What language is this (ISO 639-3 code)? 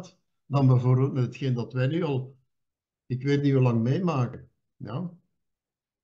nld